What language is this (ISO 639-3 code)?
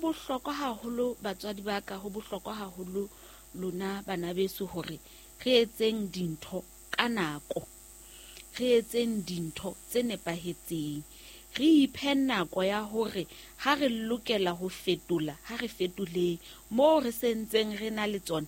sot